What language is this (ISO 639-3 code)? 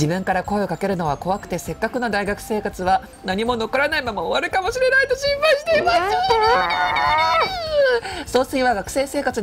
jpn